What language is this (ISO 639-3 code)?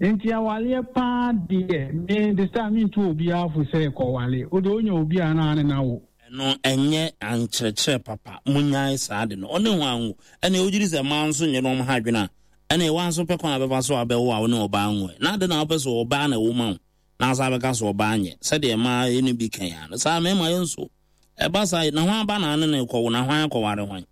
aka